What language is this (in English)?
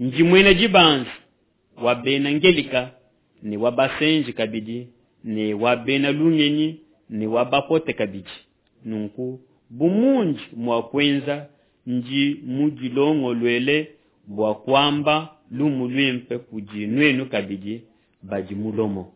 Luba-Lulua